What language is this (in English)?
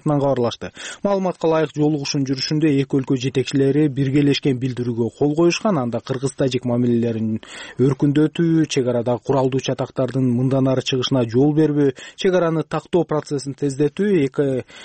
Kyrgyz